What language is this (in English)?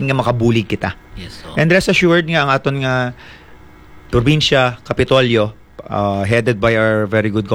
Hiligaynon